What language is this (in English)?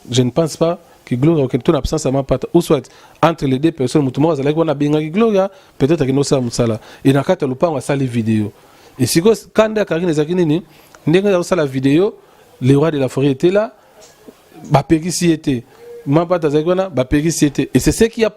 Lingala